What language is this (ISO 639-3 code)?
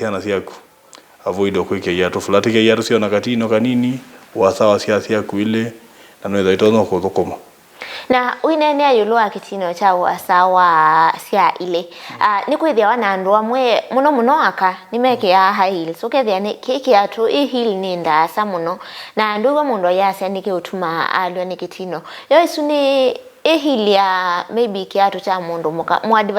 kam